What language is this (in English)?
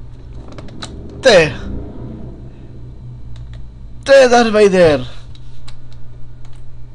Catalan